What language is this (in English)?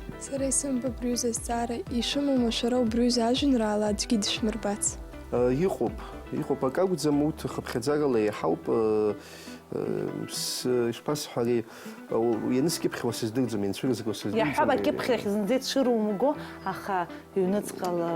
Abkhazian